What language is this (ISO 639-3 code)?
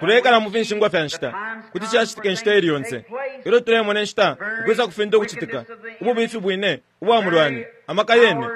bem